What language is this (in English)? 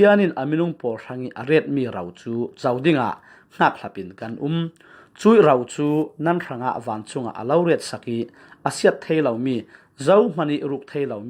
Falam Chin